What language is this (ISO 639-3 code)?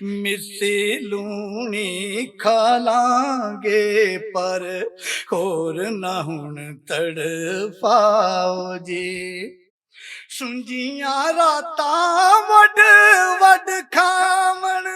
lah